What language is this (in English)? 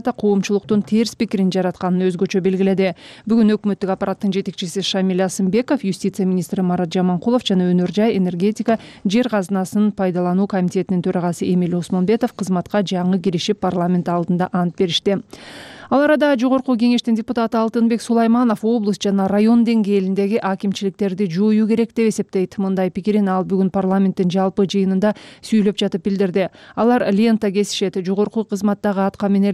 Kyrgyz